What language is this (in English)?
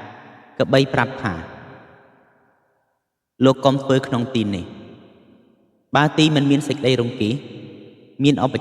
Khmer